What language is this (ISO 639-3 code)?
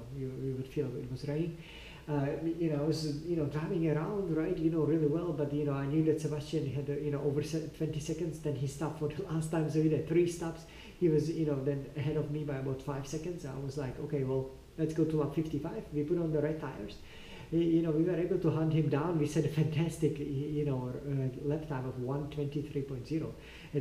eng